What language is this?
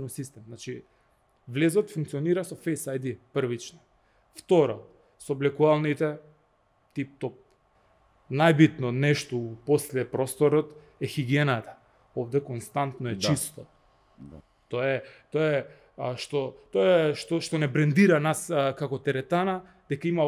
Macedonian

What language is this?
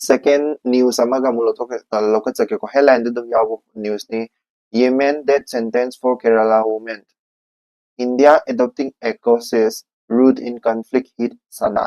Manipuri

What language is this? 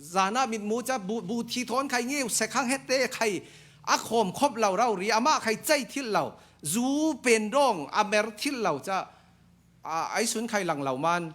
Falam Chin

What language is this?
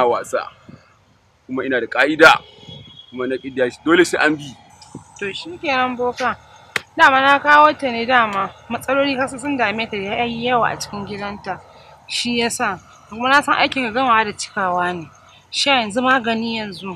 Hausa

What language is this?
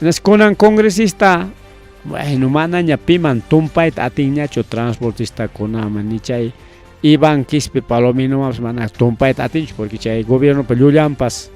Ayacucho Quechua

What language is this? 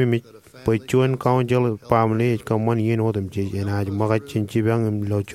Marshallese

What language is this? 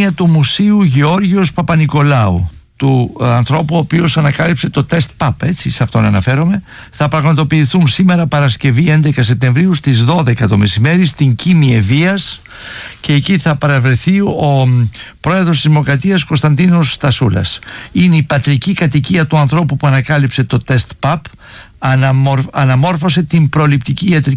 Greek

